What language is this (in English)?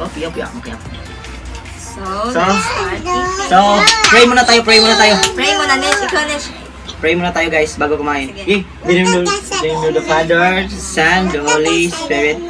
Filipino